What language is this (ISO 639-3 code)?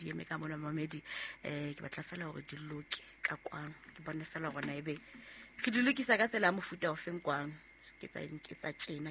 sot